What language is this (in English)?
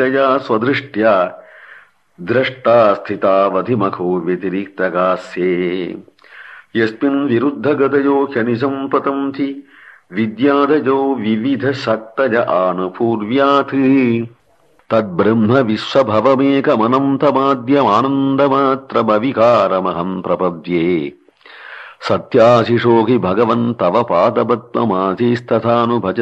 Sanskrit